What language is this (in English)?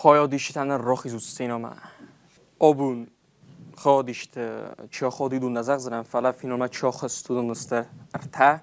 Ossetic